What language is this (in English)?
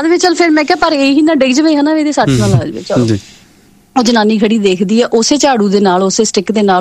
Punjabi